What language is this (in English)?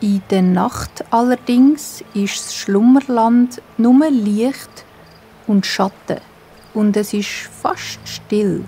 Swiss German